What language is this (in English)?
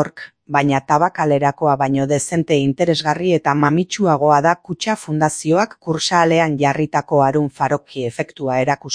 Basque